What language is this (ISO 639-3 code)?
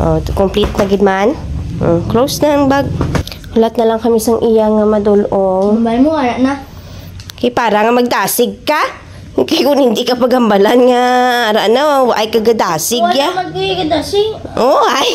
hil